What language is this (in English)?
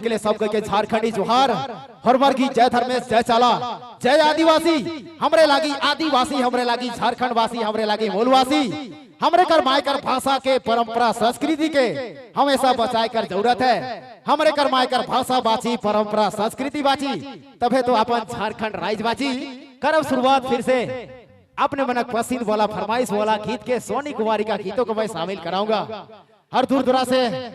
Sadri